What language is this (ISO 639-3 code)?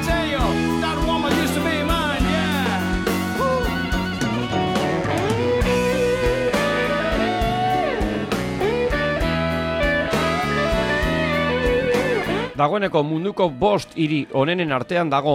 eus